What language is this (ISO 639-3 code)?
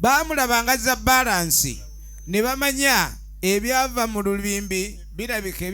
lug